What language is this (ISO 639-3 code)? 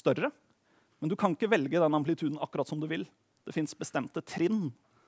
nor